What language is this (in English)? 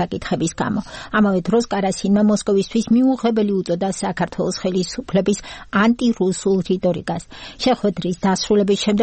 Georgian